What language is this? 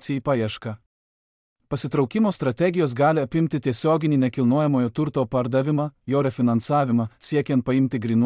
Lithuanian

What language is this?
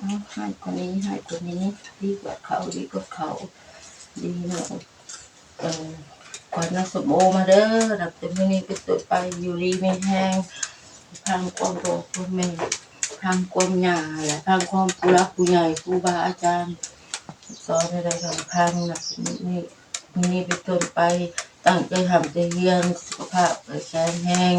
Northeastern Thai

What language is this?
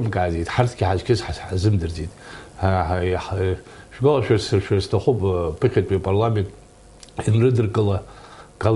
Abkhazian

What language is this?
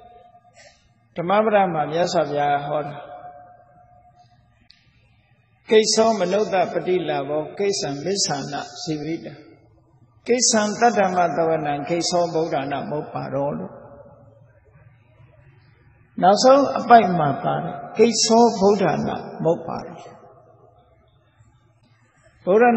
Burmese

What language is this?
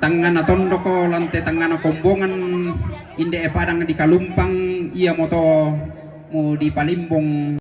Toraja-Sa'dan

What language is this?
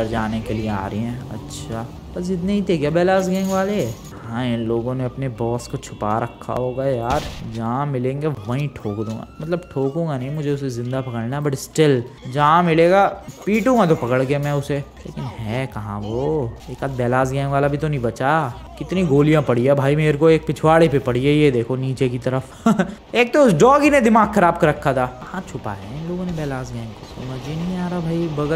Hindi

